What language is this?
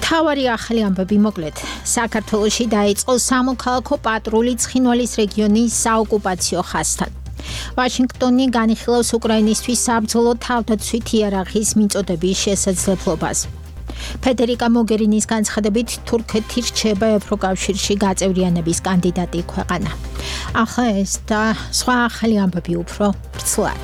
Georgian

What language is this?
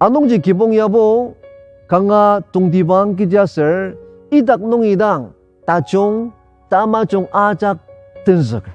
Ao Naga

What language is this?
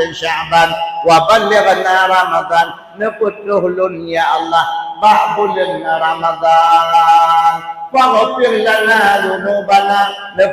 Achinese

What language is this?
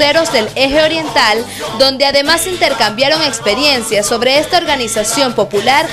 Spanish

